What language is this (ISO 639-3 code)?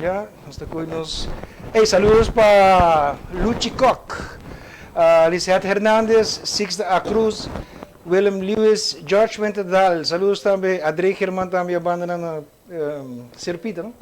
pap